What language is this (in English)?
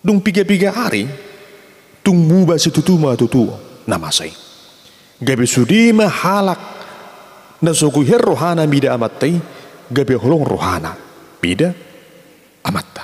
Batak Toba